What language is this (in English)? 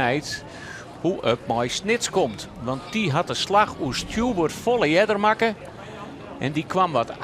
Western Frisian